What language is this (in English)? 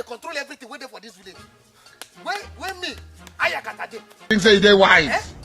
Nigerian Pidgin